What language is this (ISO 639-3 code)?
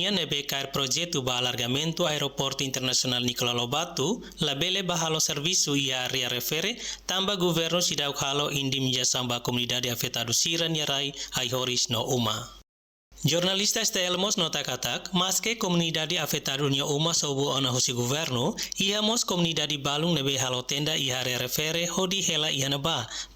tet